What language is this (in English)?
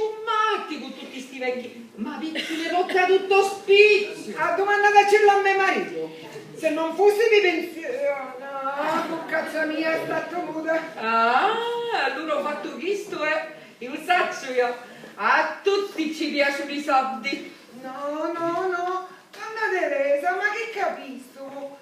Sicilian